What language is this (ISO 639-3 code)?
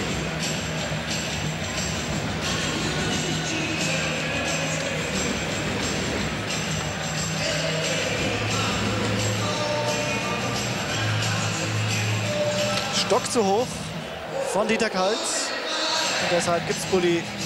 deu